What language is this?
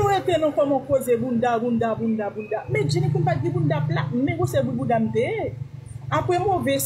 Haitian Creole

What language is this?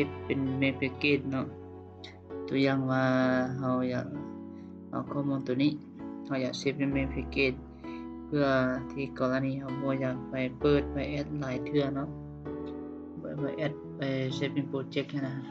Lao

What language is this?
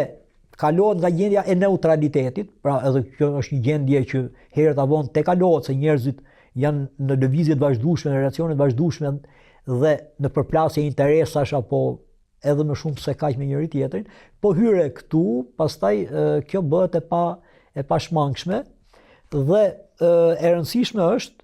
Albanian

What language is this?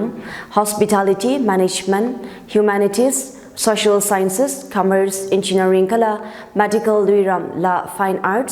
Tangkhul Naga (India)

